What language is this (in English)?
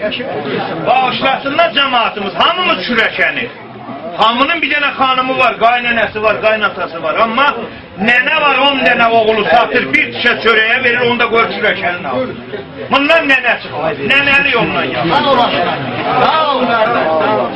South Azerbaijani